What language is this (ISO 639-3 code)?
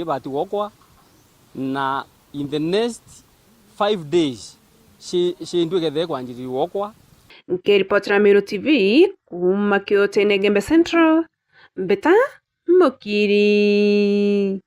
mer